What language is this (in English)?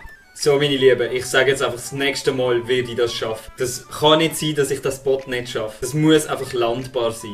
Swiss German